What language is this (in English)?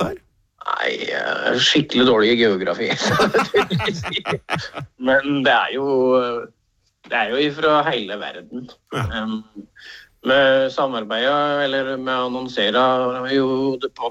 Norwegian